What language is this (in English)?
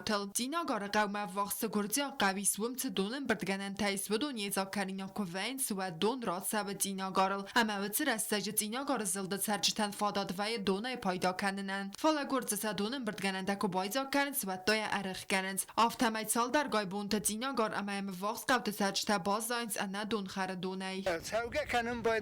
Ossetic